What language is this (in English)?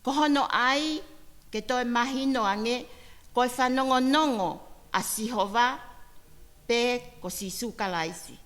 Tongan